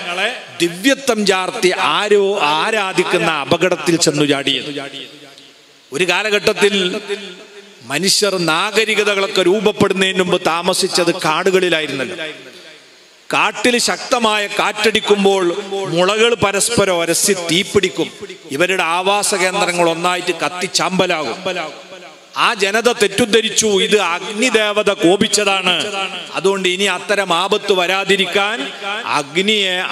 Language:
Malayalam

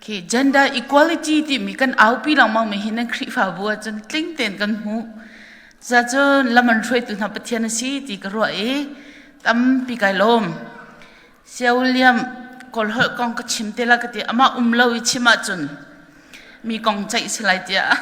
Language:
Hakha Chin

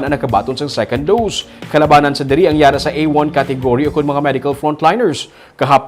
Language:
Hiligaynon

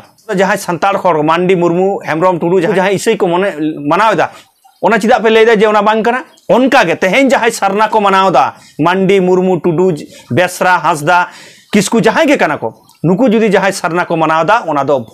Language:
Santali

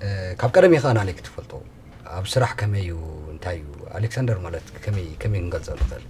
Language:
Tigrinya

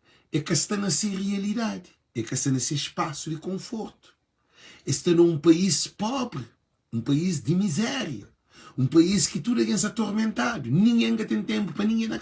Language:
Kabuverdianu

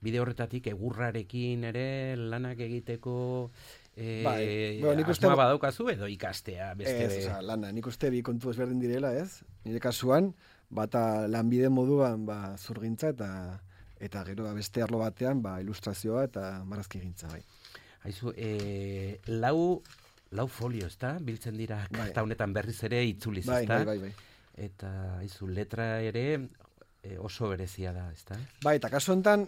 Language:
Basque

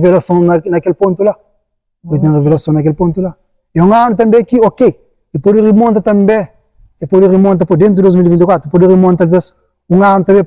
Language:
Kabuverdianu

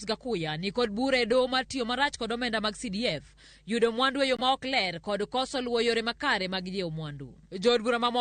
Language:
Luo (Kenya and Tanzania)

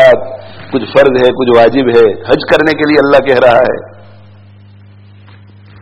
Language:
Urdu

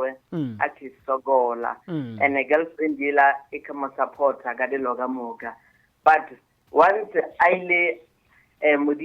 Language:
Northern Sotho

